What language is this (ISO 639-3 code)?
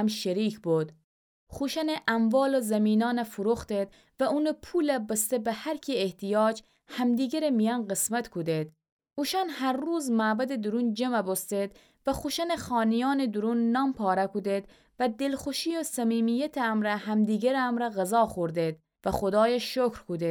glk